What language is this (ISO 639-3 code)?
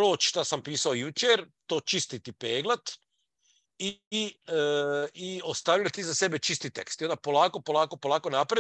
hrv